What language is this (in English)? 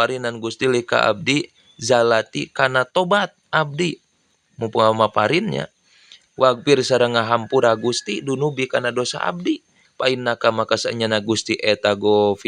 Sundanese